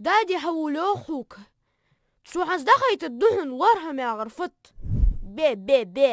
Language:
Ingush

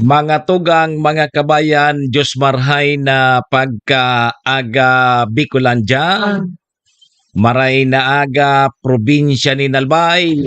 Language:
Bikol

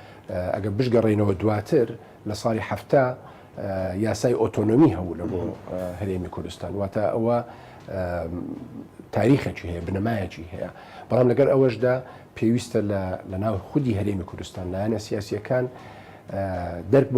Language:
Central Kurdish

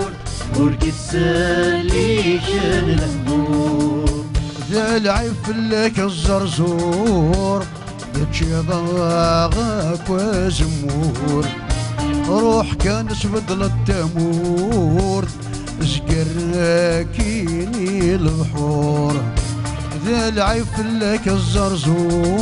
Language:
Kabyle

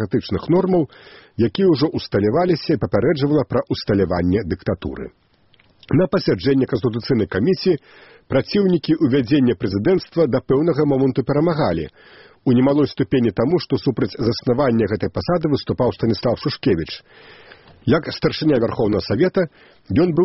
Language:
Belarusian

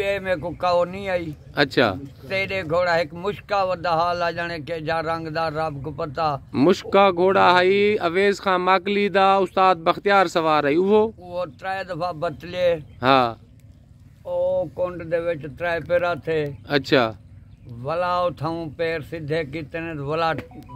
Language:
Saraiki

